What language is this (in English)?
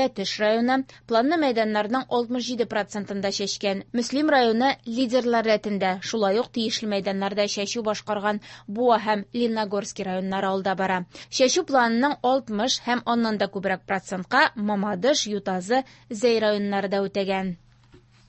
Tatar